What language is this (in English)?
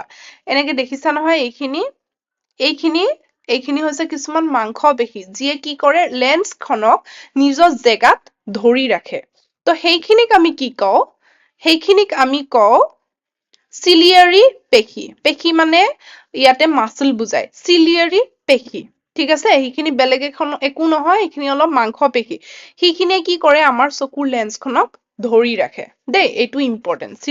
Assamese